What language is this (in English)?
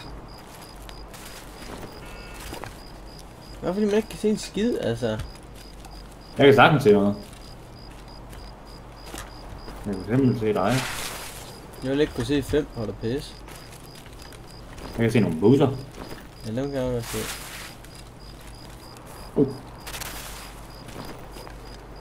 Danish